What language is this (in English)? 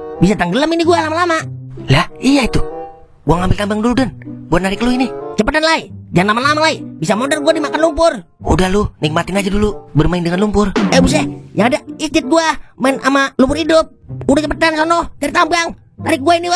Betawi